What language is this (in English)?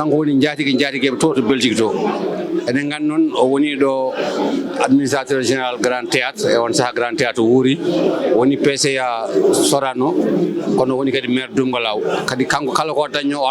Fula